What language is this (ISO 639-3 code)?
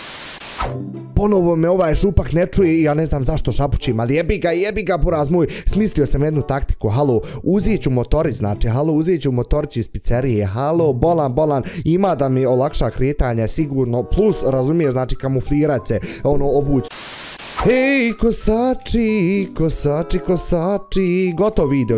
bos